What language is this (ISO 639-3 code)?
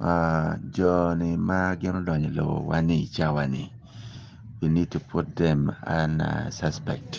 ach